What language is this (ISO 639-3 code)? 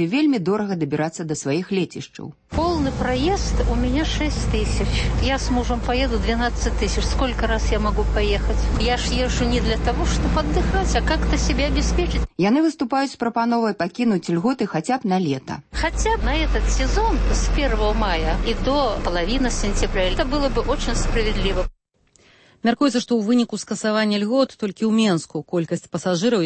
bel